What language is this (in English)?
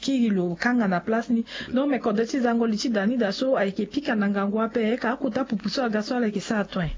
Sango